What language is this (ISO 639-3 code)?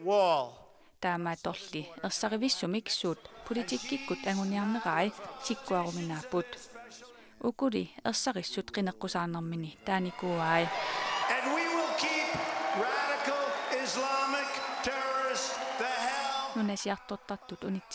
kal